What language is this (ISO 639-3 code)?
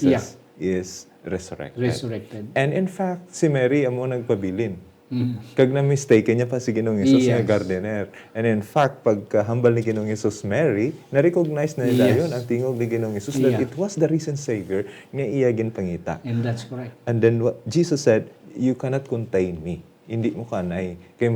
hil